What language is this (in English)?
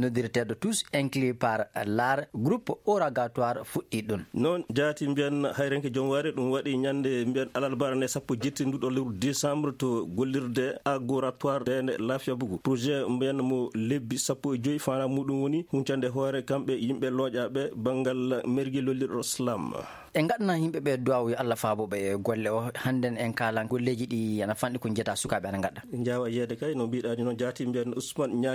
Fula